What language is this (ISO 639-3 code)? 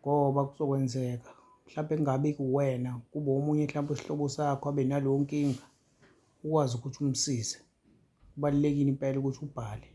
zul